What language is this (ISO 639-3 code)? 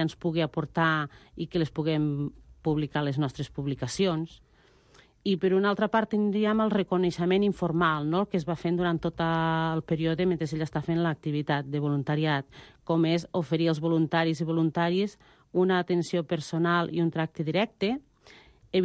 cat